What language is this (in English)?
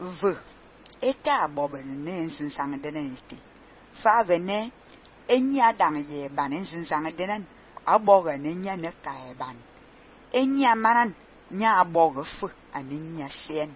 Fang